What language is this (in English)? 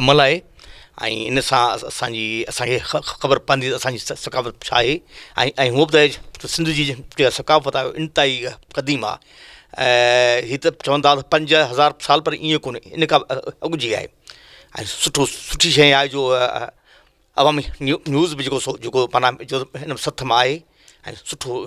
Sindhi